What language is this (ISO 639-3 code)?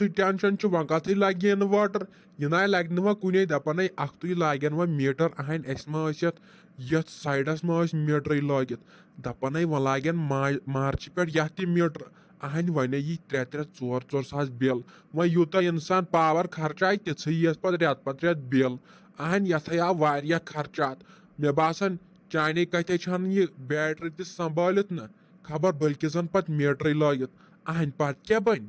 kas